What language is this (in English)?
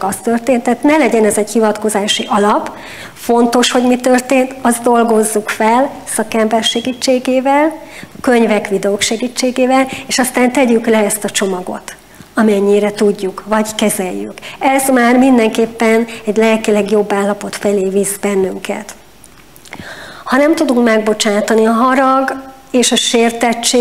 Hungarian